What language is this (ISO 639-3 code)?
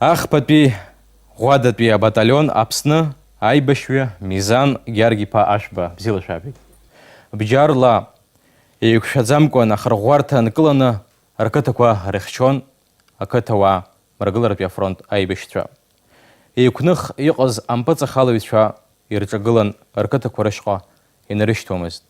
abk